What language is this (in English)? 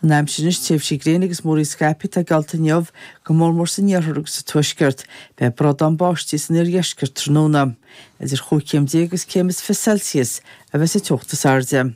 Irish